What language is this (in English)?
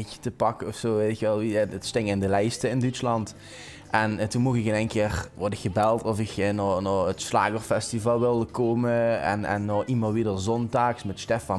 Limburgish